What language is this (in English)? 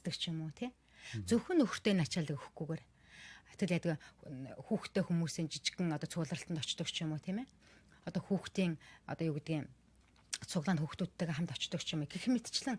Mongolian